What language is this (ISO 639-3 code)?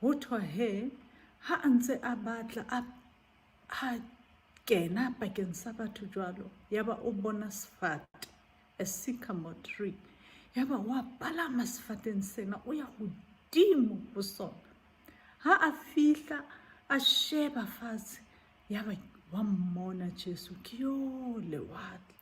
sot